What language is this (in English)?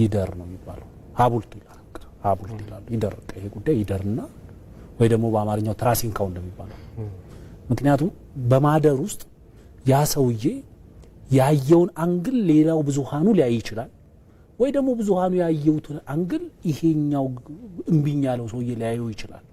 Amharic